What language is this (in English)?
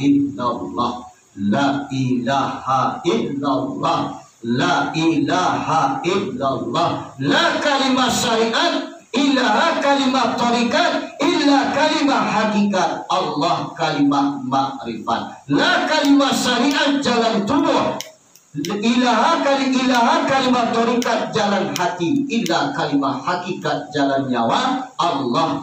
Minangkabau